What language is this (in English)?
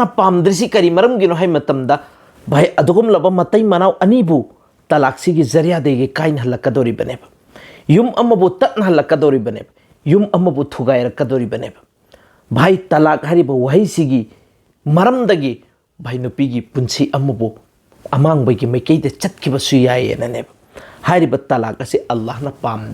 Manipuri